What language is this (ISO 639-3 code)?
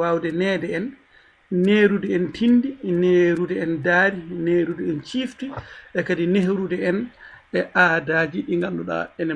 ful